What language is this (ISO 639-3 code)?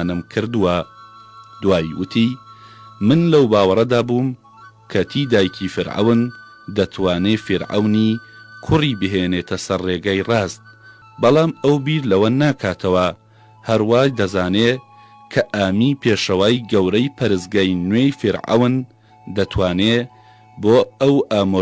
ckb